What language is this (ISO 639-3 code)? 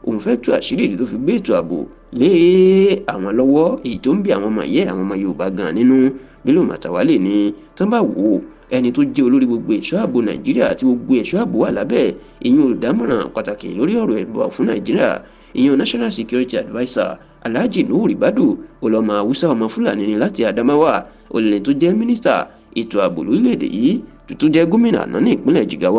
yor